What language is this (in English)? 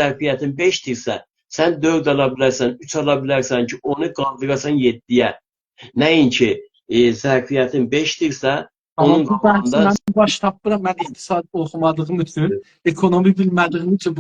South Azerbaijani